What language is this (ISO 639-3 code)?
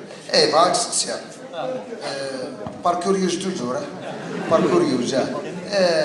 kab